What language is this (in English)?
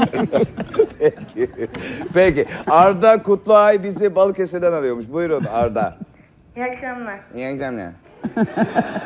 Turkish